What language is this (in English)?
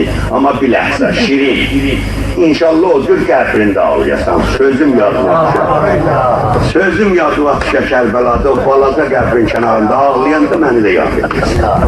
South Azerbaijani